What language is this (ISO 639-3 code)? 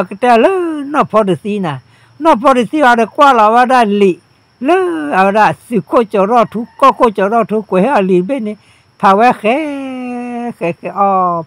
ksw